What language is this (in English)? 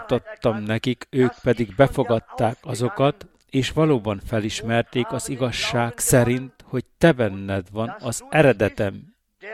Hungarian